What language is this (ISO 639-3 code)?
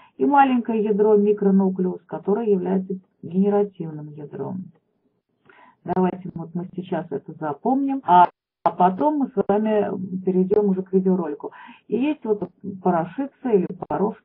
rus